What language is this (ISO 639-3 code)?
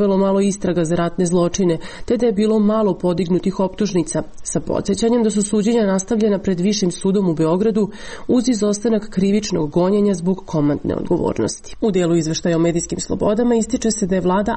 srp